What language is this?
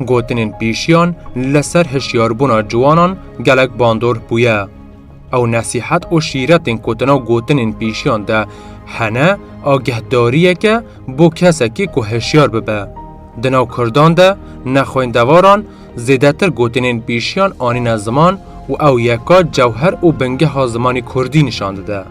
Kurdish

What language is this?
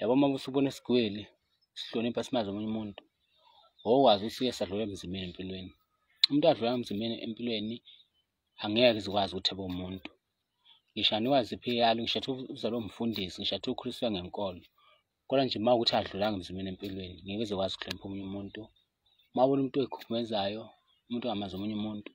Zulu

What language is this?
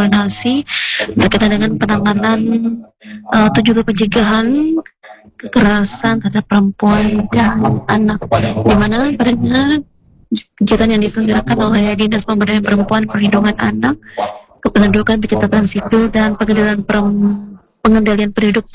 Indonesian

